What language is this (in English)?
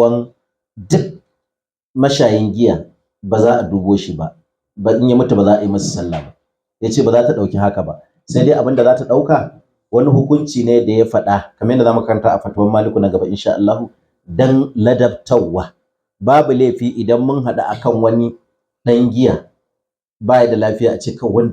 Hausa